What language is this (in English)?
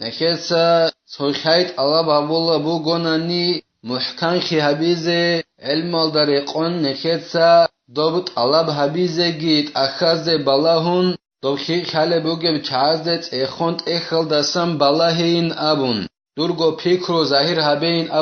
Avaric